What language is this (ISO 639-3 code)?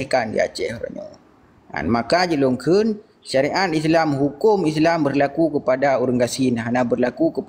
ace